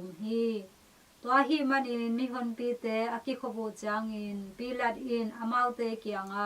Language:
Tedim Chin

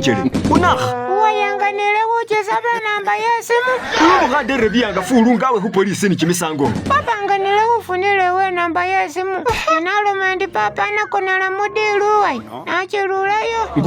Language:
Masaaba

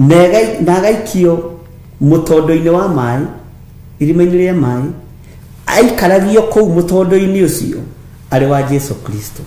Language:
Kikuyu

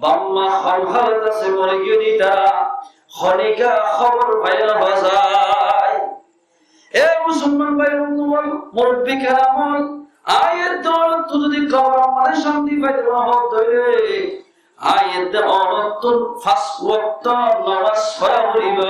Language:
Rohingya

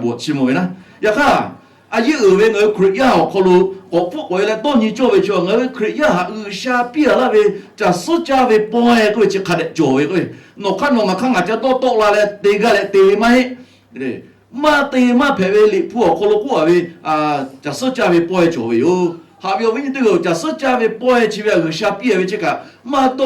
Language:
Lahu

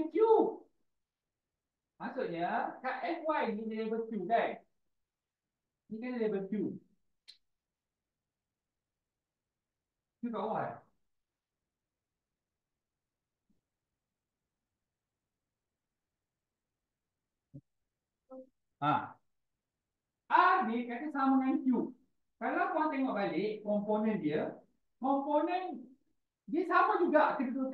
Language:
Malay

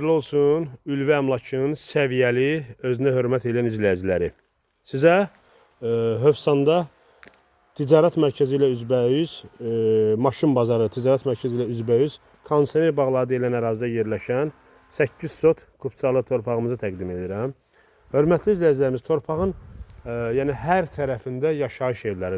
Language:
Azerbaijani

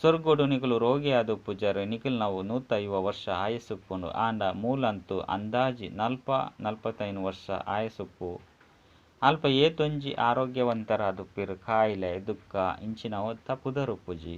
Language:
Tulu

